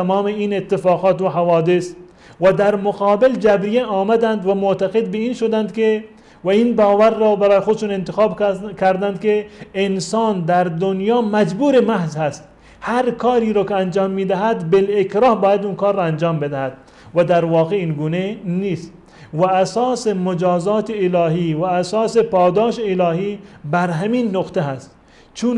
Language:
Persian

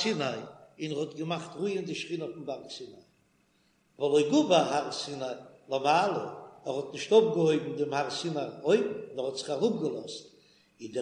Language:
Yiddish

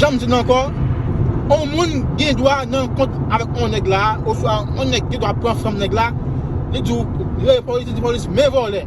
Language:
Haitian Creole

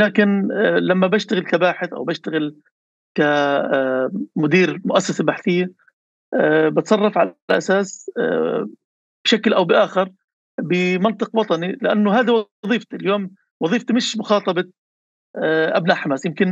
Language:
North Levantine Arabic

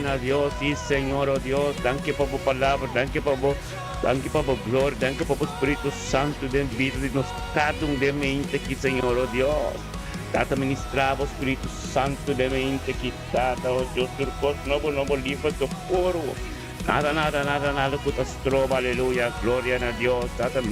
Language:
Papiamento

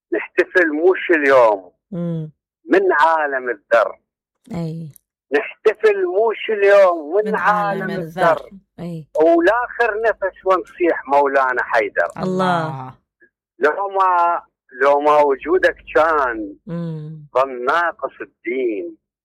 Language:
Mesopotamian Arabic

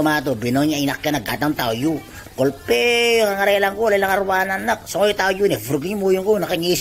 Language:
Itawit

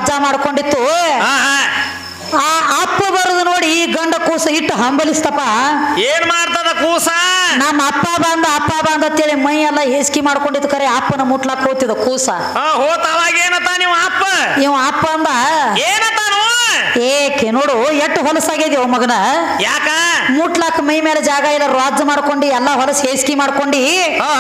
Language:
Kannada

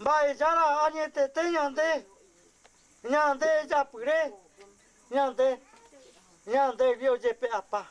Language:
Guarani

